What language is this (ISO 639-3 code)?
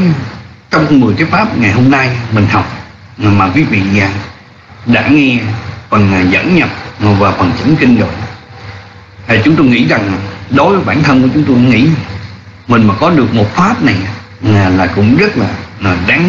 vie